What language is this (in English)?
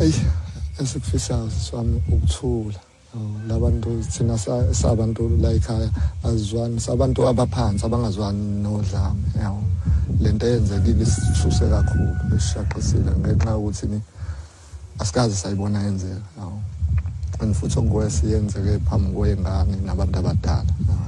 Xhosa